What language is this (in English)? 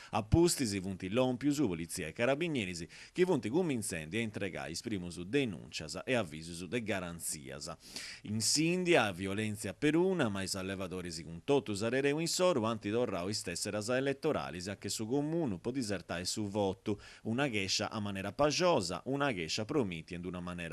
Sardinian